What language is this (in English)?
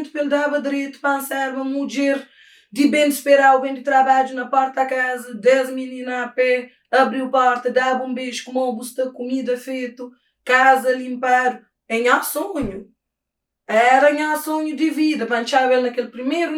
Kabuverdianu